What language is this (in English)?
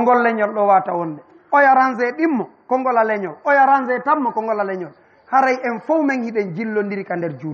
Fula